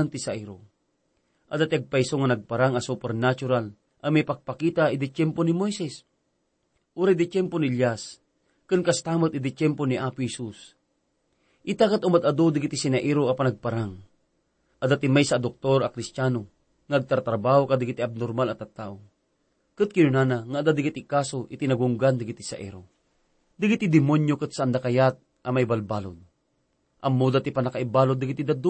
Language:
Iloko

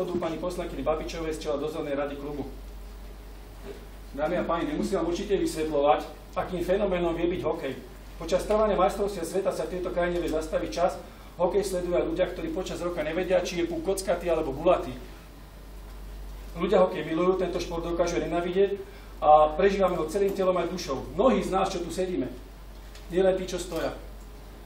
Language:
Slovak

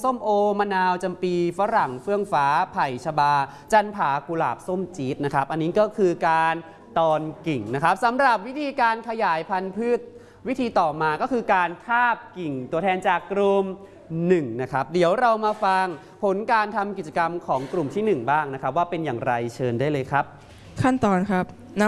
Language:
Thai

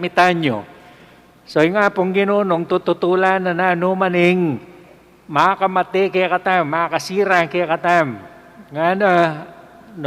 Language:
Pampanga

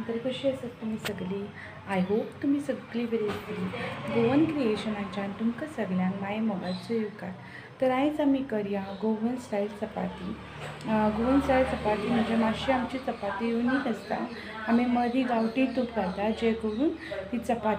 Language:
Konkani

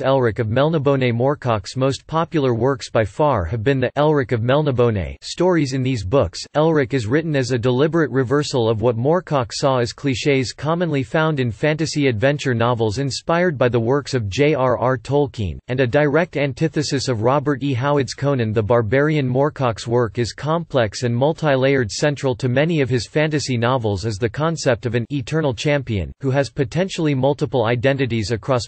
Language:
English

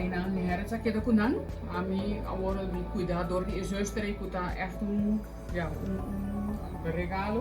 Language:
Papiamento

